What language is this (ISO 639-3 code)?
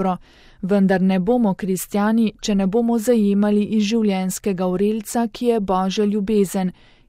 slv